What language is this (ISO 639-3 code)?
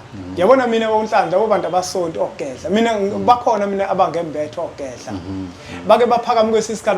zul